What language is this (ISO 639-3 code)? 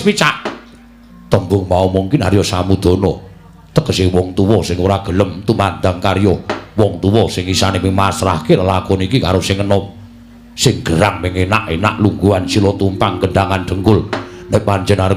jav